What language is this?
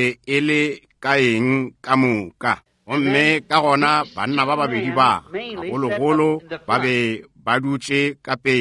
Northern Sotho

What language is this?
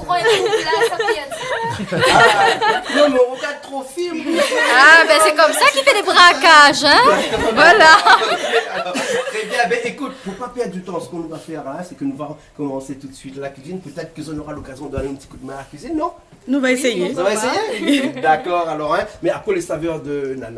Réunion Creole French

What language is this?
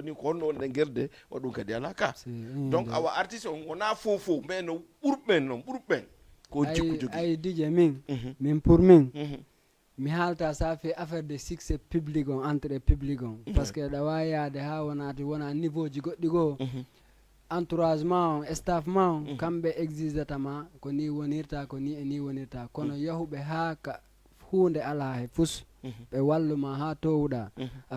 Fula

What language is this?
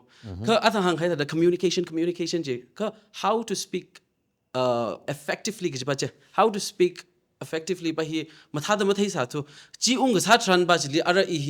Tangkhul Naga (India)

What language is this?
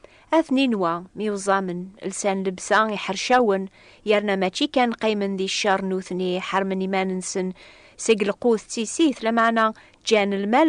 Kabyle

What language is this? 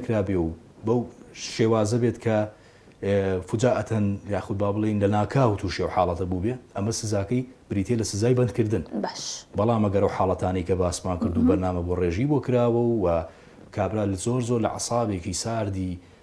Central Kurdish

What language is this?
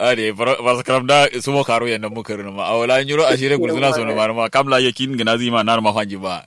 Kanuri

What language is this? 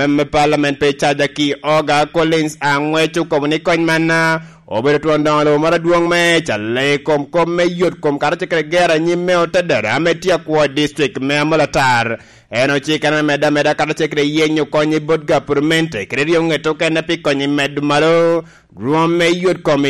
Lango (Uganda)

